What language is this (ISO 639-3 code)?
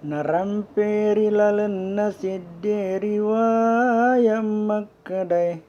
bug